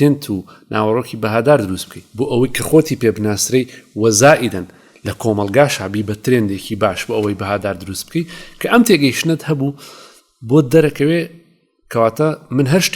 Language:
Central Kurdish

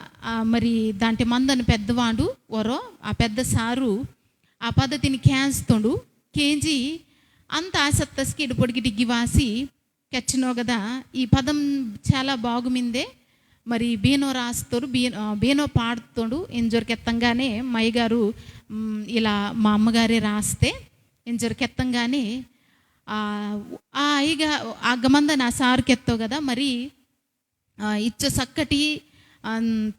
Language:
Koya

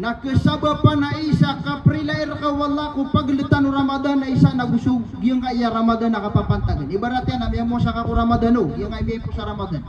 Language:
Maranao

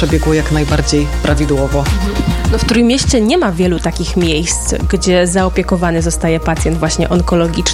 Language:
Polish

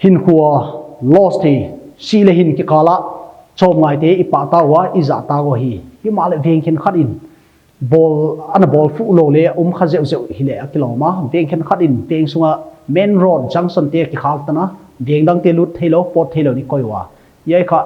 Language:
Paite Chin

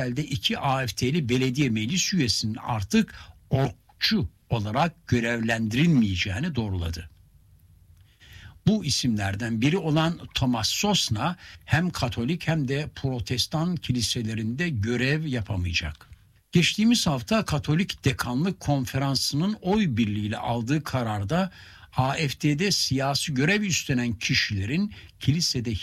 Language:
Turkish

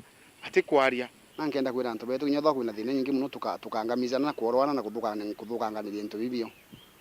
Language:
Meru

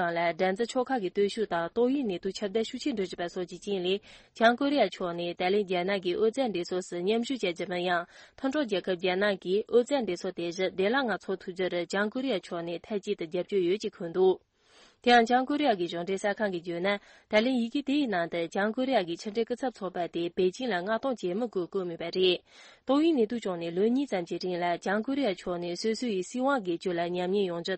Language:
Tibetan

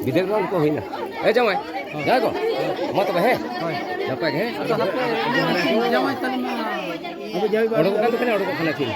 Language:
Santali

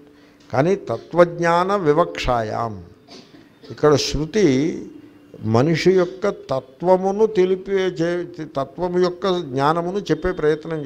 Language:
Telugu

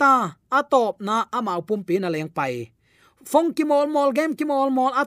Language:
Tedim Chin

